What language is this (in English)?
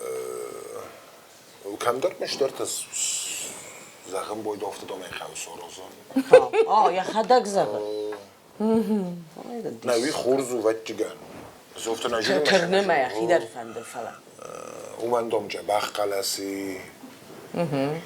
Ossetic